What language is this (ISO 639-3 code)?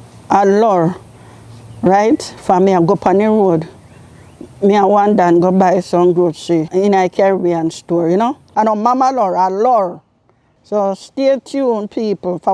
jam